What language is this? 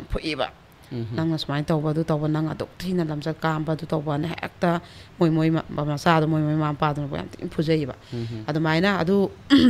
Manipuri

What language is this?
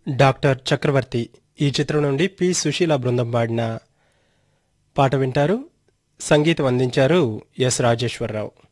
Telugu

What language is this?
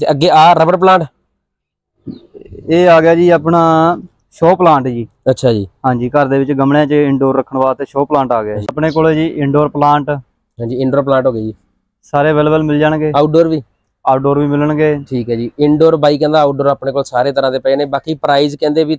Punjabi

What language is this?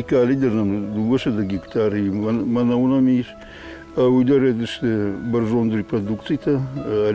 Ossetic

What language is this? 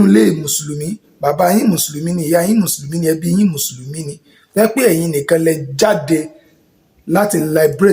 Yoruba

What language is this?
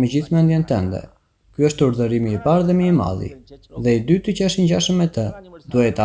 Albanian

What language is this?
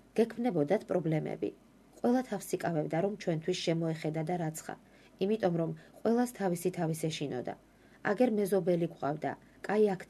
Georgian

